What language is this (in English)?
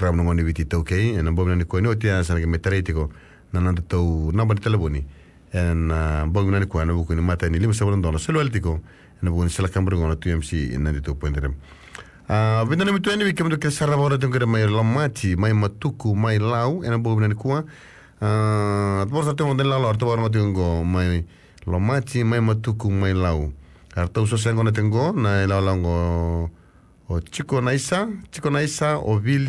Fijian